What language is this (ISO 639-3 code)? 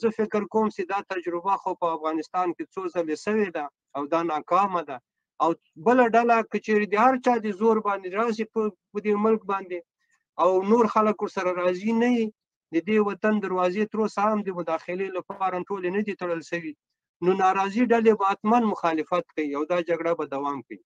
pus